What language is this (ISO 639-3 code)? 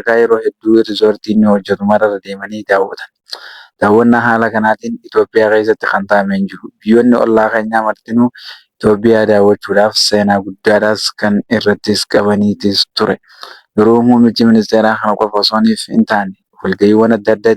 orm